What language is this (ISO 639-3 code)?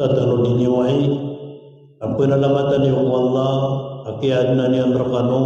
mrw